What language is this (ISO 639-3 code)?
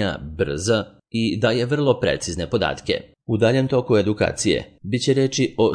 srp